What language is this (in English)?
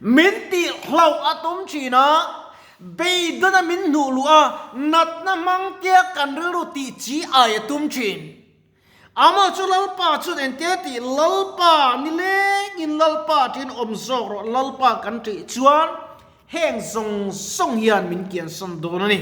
Mizo